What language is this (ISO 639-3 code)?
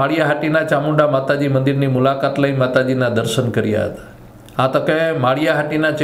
guj